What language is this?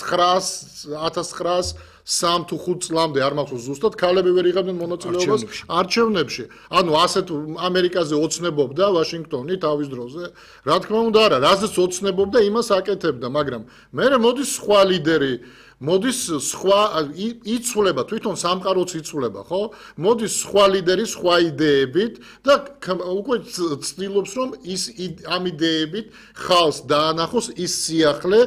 Georgian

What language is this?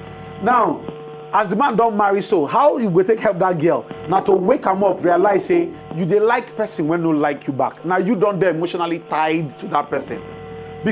Nigerian Pidgin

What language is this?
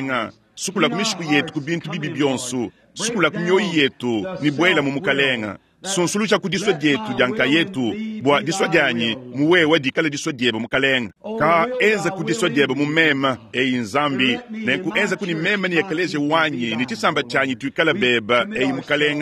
Luba-Lulua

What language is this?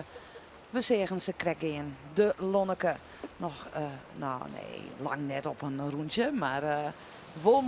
Western Frisian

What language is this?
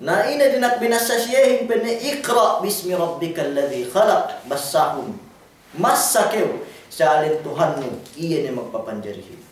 Yakan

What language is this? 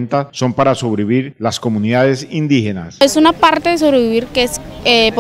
Spanish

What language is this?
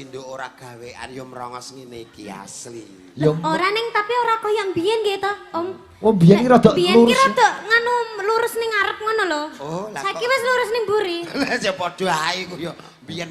Javanese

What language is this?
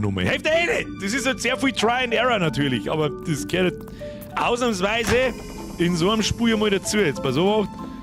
Bavarian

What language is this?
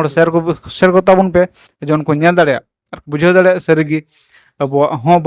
Santali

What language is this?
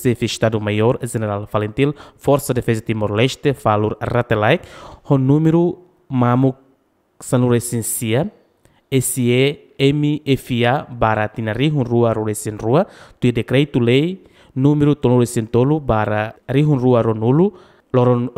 Tetum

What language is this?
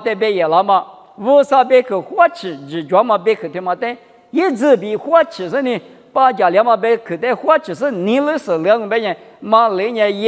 Lisu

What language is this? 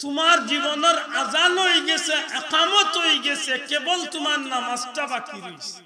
Sylheti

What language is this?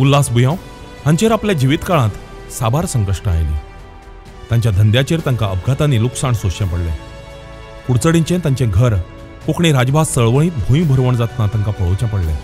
Konkani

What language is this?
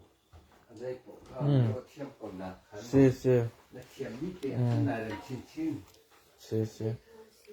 Hakha Chin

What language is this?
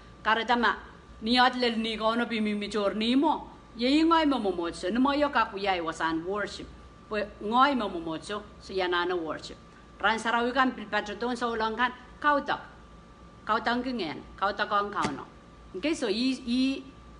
Pohnpeian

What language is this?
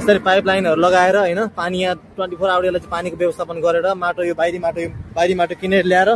Nepali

